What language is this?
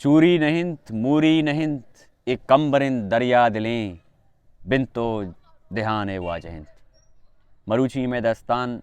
Baluchi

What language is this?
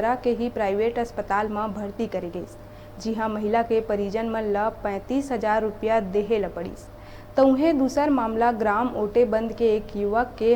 Chhattisgarhi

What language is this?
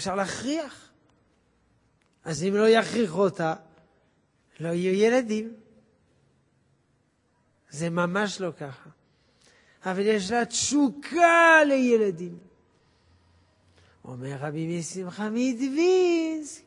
Hebrew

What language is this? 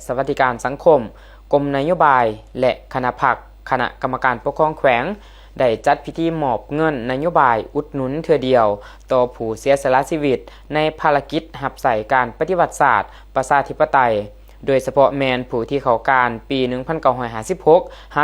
Lao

